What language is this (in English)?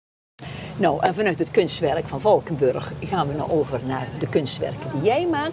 Dutch